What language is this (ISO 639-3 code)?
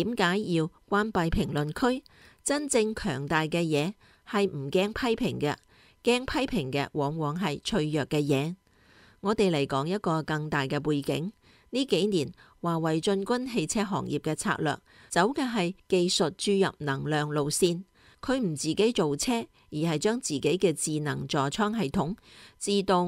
yue